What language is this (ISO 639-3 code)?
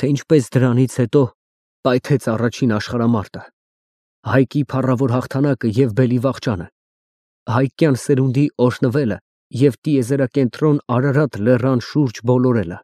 hye